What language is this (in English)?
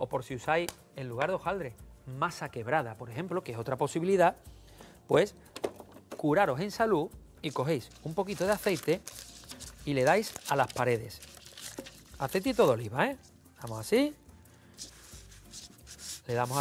Spanish